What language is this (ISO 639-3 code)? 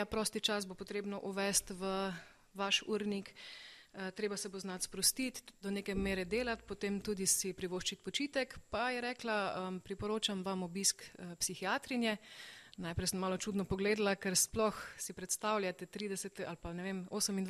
slv